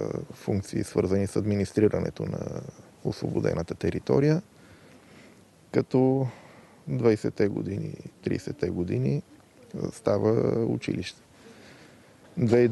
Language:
Bulgarian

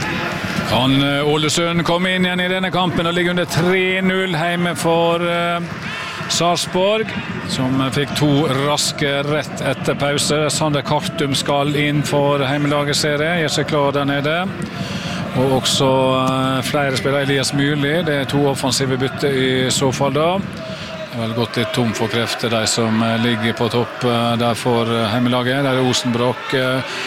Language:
Norwegian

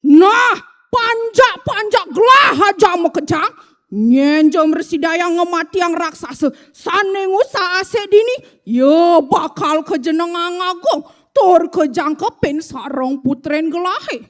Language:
Balinese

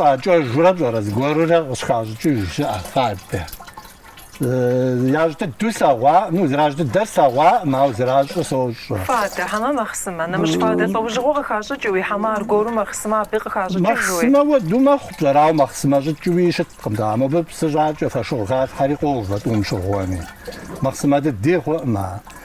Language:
Kabardian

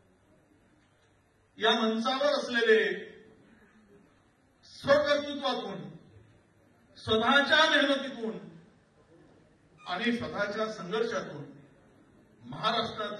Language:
Marathi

